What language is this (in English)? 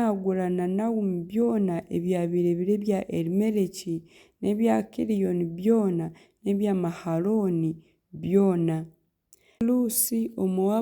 Nyankole